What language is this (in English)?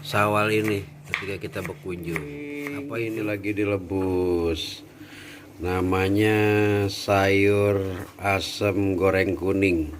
Betawi